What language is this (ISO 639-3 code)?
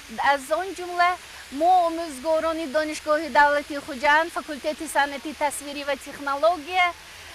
tgk